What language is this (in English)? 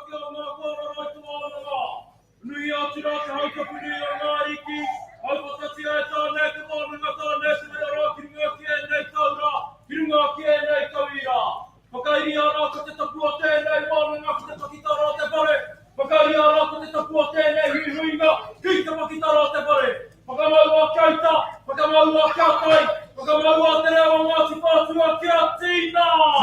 Māori